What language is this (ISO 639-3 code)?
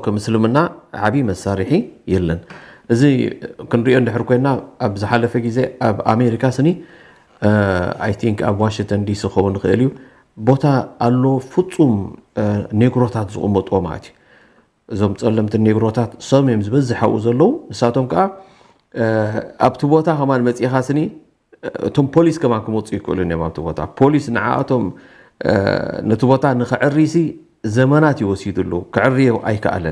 tir